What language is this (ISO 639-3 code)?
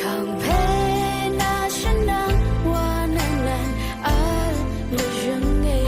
raw